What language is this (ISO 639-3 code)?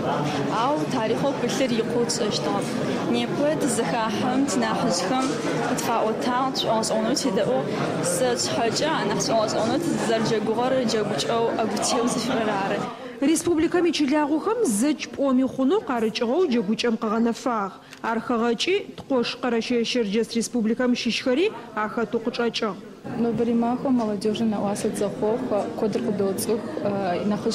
ady